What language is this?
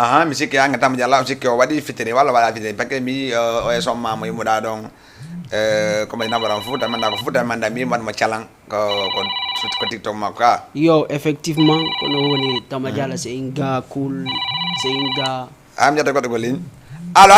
Fula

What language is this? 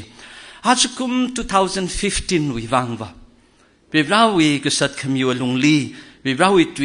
Tangkhul Naga (India)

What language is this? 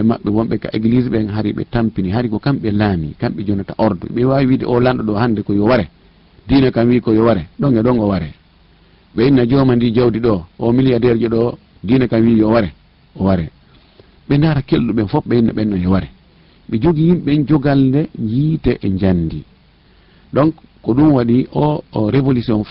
Fula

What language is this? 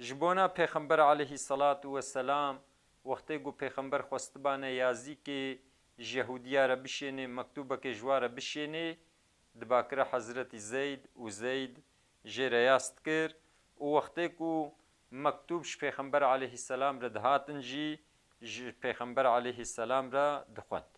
Kurdish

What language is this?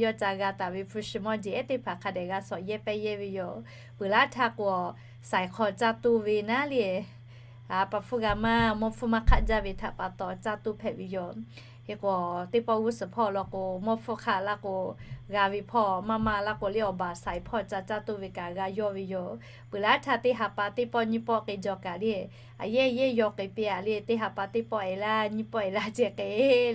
Lahu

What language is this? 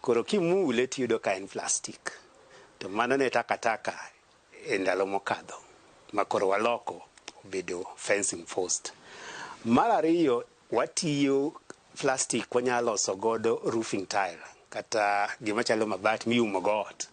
Luo (Kenya and Tanzania)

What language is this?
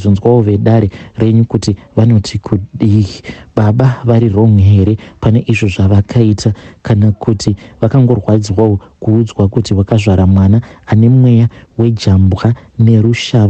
Shona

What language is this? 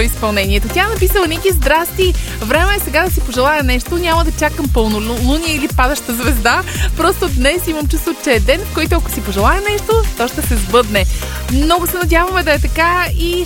Bulgarian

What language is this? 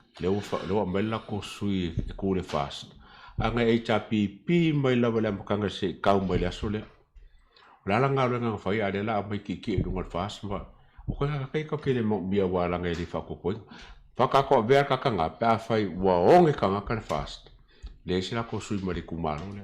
Samoan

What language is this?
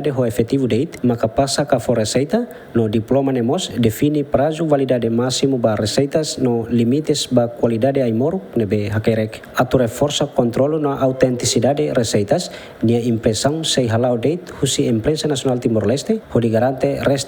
Tetum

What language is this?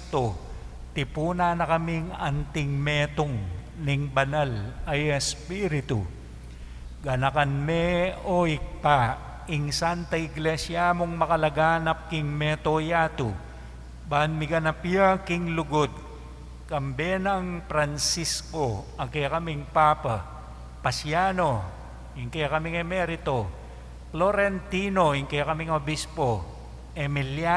Pampanga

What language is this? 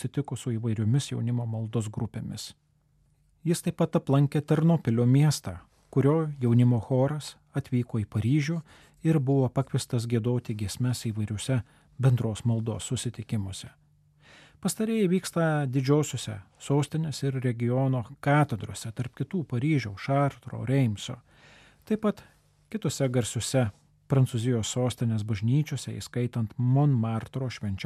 Lithuanian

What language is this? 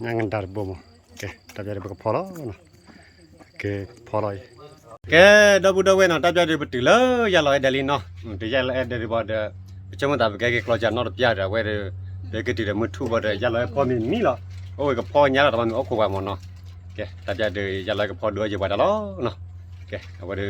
S'gaw Karen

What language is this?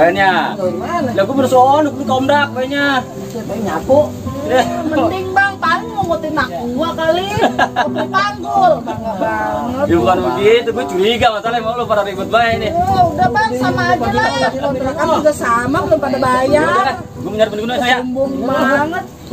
Betawi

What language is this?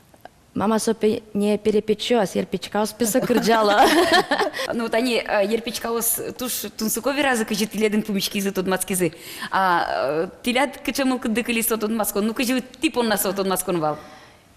Udmurt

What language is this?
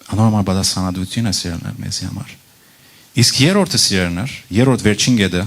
Western Armenian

